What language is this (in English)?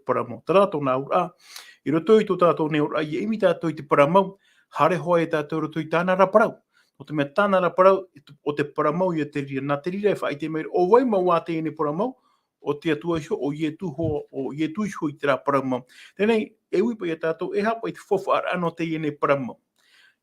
Tahitian